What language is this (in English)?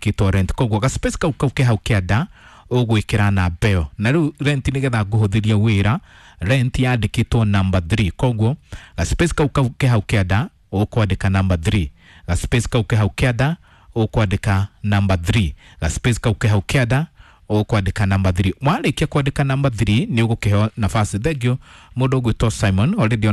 Kikuyu